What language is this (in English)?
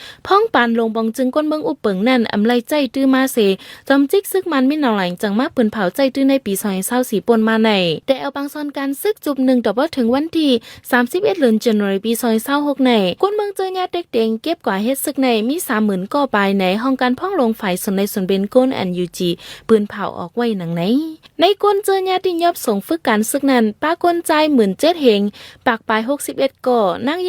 Shan